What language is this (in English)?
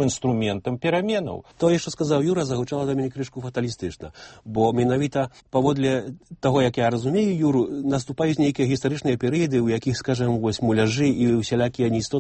Belarusian